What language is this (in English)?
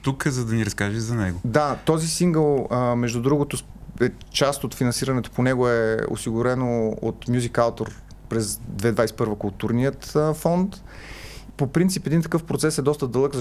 Bulgarian